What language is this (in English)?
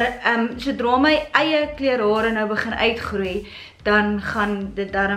Afrikaans